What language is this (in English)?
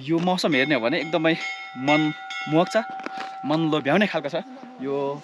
Nepali